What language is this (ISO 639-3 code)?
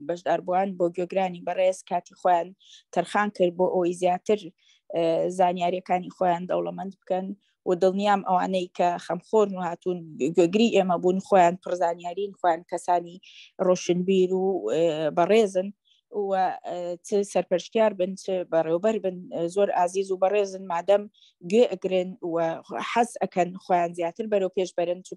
ckb